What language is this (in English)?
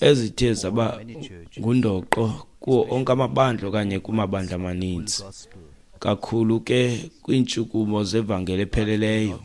Xhosa